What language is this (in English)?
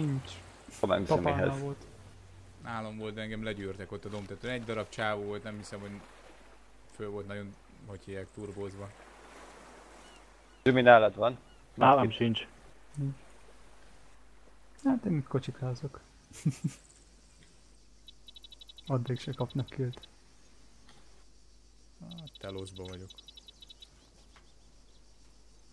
Hungarian